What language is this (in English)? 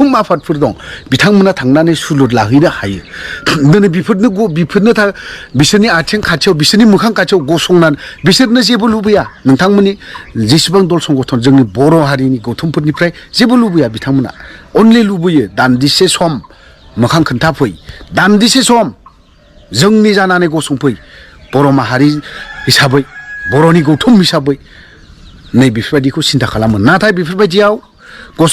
Bodo